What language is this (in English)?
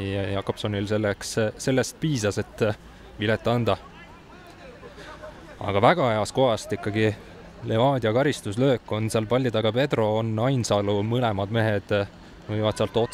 Estonian